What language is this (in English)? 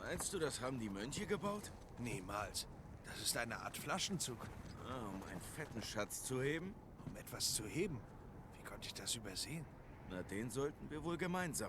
Swiss German